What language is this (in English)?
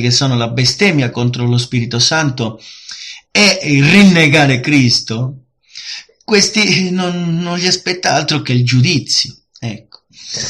Italian